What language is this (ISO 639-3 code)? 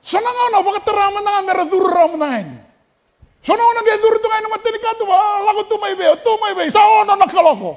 fij